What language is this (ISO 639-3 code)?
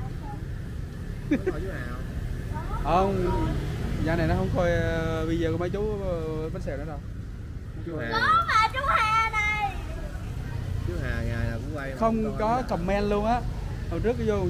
vie